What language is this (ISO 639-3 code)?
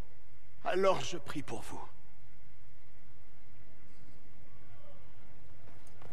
fra